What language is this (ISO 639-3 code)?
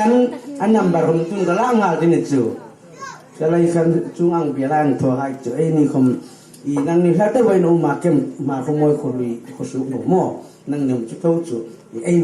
hmr